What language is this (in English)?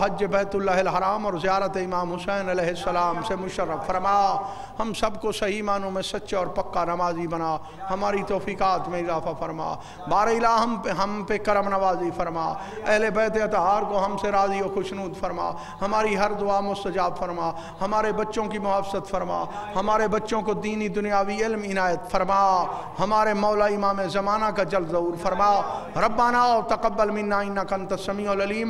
Urdu